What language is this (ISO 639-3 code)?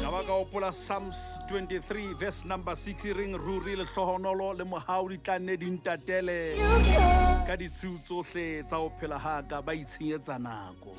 sot